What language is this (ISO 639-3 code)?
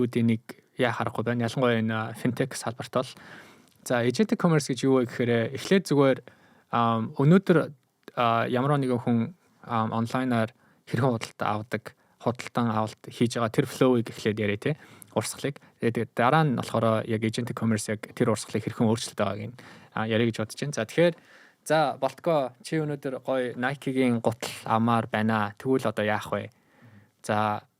mon